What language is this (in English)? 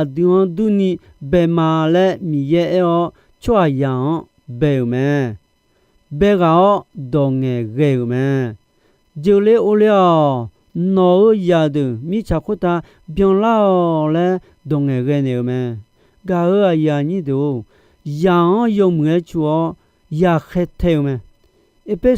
Akha